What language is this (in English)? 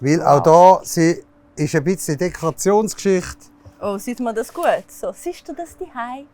Swiss German